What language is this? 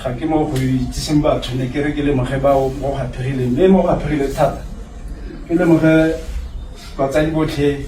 Tswana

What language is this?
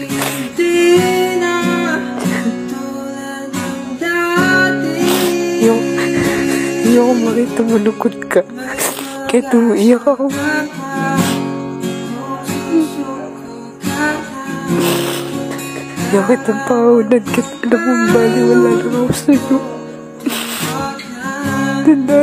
Filipino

